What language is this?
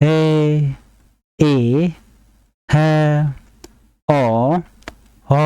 Nuer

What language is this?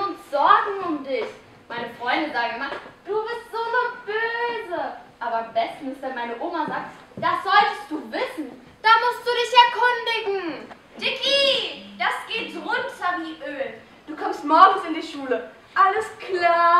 German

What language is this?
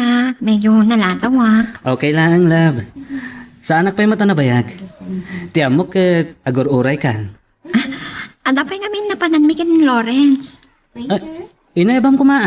Iloko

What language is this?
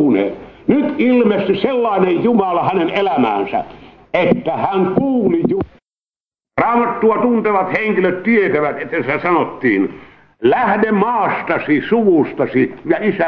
Finnish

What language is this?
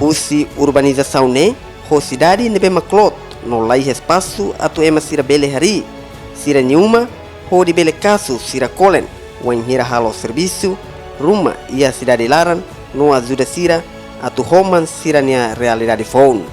Tetum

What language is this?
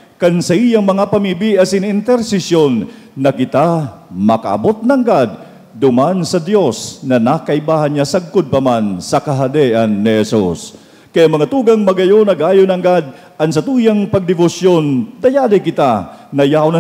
Bikol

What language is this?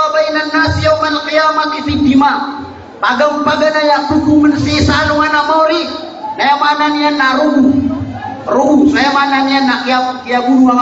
Maranao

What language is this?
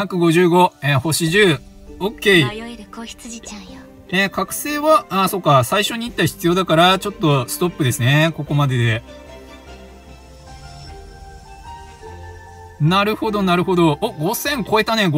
Japanese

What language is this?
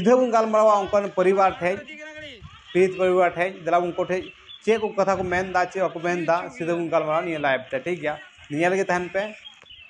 Santali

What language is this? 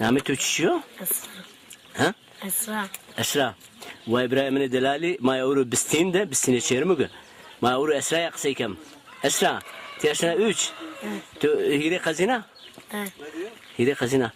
Zaza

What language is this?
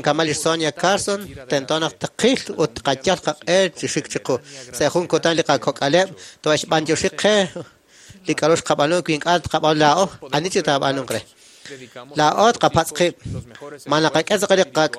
Kekchí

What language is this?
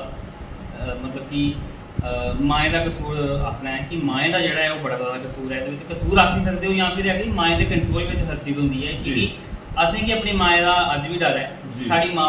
Dogri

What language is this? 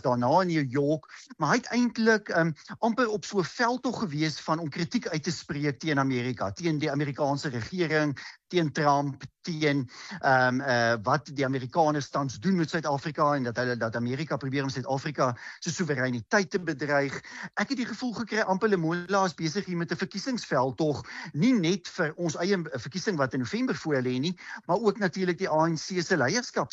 Afrikaans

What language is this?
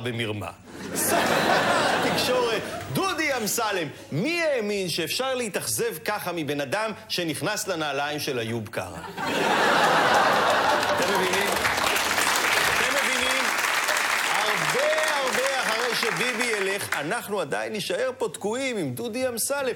Hebrew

